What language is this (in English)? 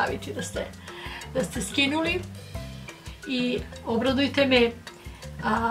Croatian